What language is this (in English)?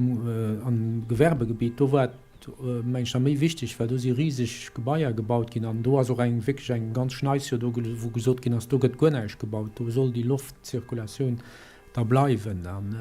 Luxembourgish